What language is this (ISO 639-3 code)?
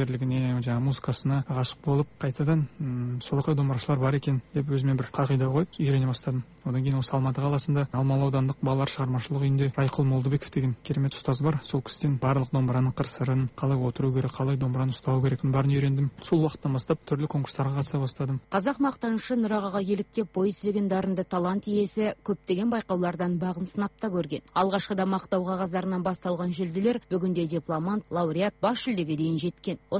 kaz